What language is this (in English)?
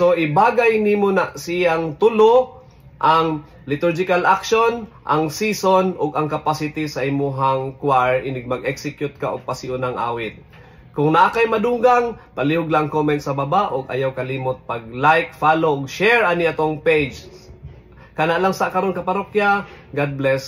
Cebuano